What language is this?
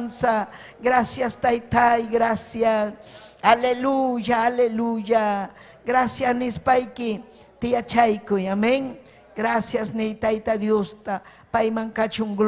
Ayacucho Quechua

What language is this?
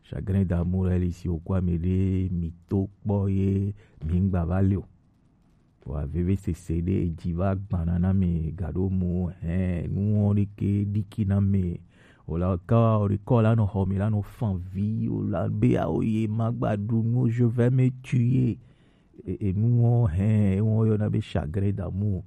Gen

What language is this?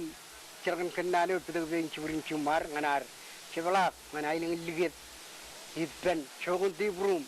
Marshallese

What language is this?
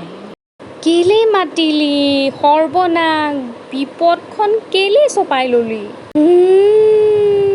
Assamese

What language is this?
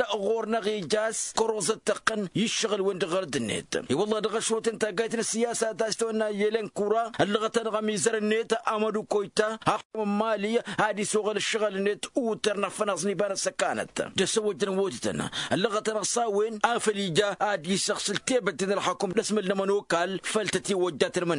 Tamasheq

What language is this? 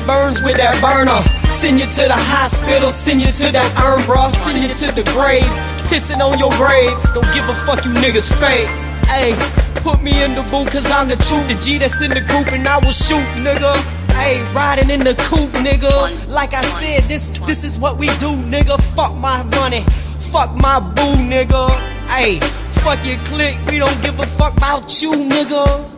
English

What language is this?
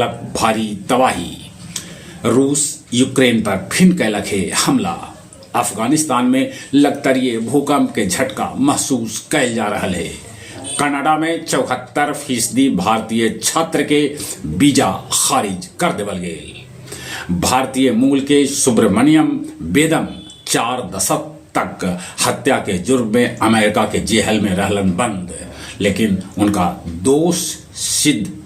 Magahi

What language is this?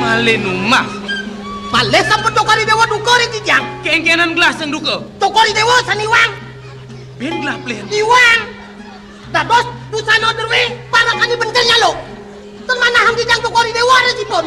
Balinese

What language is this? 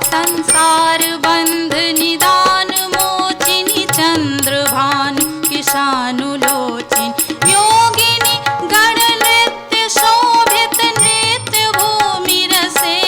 Maithili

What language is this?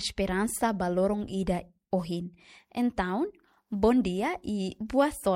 Tetum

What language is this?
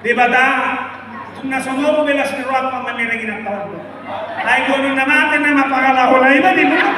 Batak Toba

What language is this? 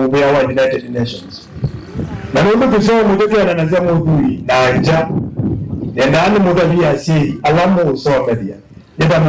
Kamba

